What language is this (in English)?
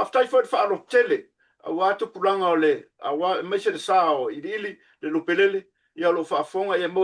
Samoan